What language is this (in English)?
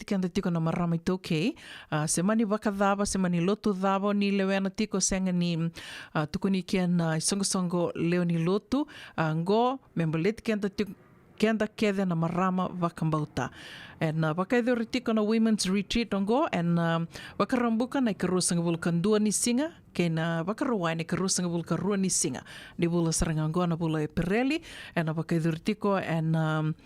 Fijian